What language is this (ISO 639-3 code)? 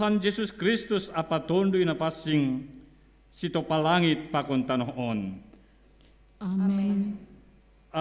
bts